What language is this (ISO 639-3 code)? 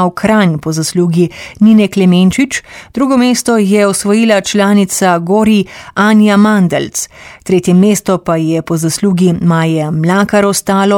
slv